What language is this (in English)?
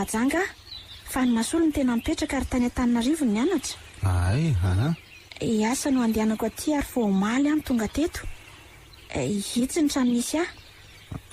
Malagasy